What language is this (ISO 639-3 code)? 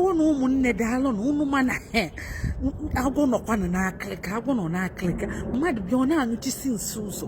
ibo